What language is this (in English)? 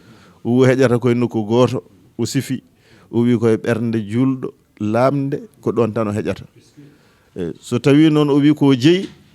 Fula